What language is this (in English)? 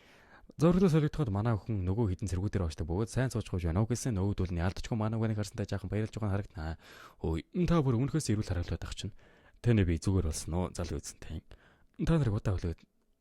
Mongolian